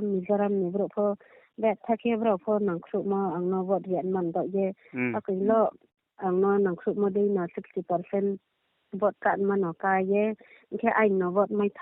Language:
Riang (India)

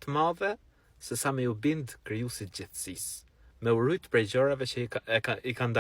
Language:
Albanian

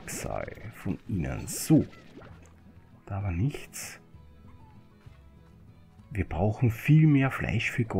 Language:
German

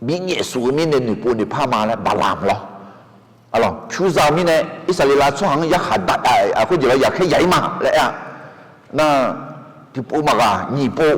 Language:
Akha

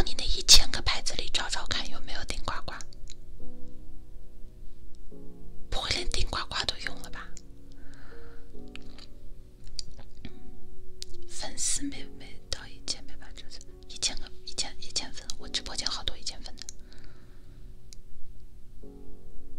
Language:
Chinese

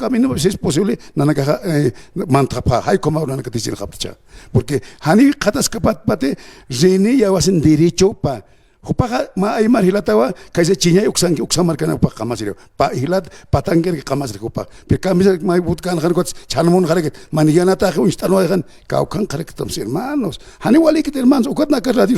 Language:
Aymara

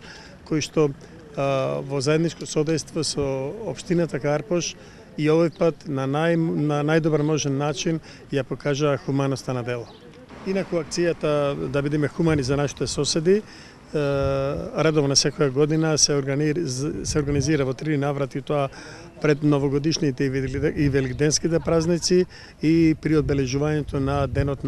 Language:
Macedonian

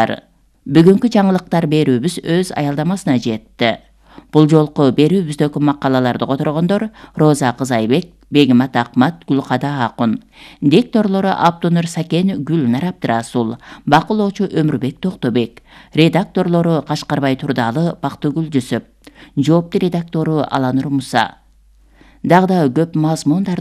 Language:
Kyrgyz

